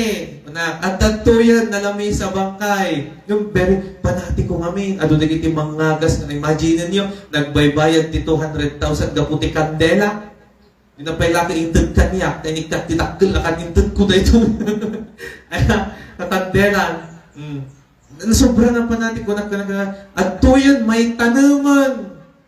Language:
Iloko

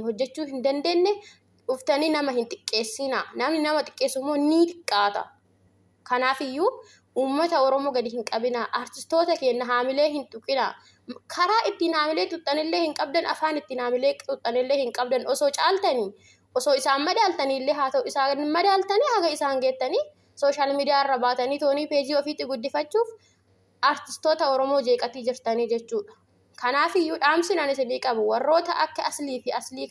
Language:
Oromo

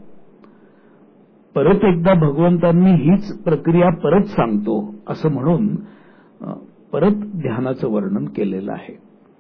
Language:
Marathi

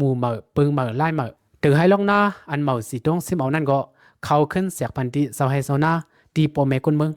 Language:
Shan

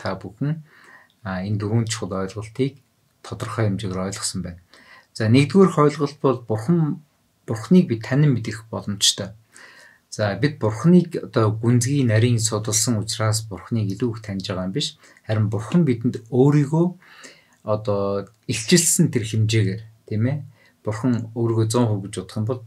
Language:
Mongolian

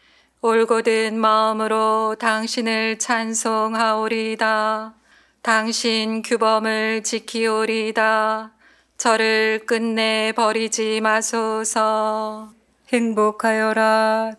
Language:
Korean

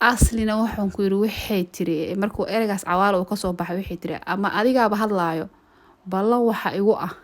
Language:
Somali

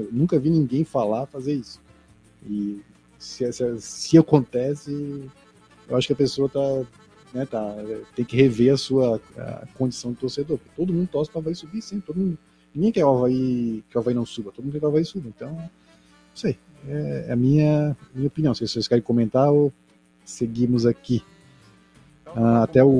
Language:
Portuguese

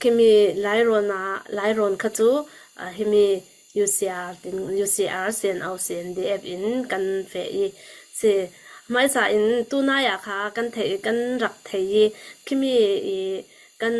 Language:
Falam Chin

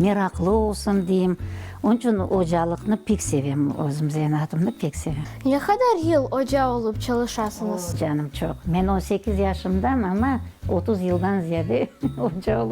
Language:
Crimean Tatar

